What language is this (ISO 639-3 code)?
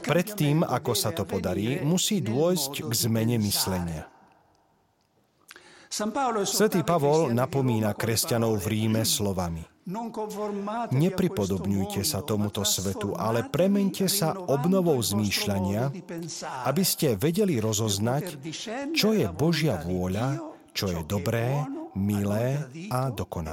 slk